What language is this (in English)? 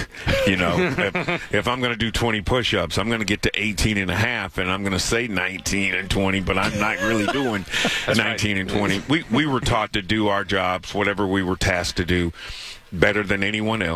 English